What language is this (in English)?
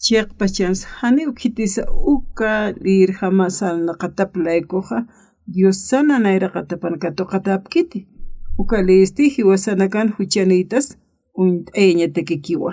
Aymara